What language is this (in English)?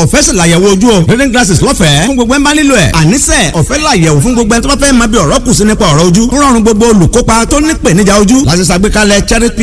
Yoruba